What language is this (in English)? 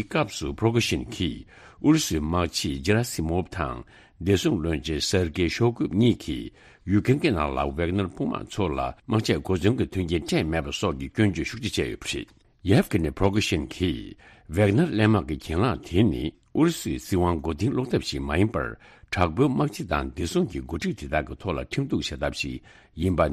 Tibetan